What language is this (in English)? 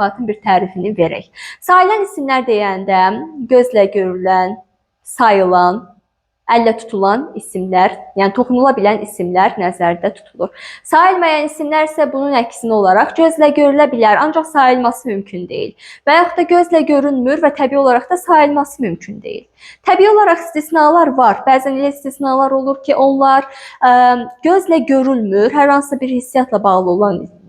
Azerbaijani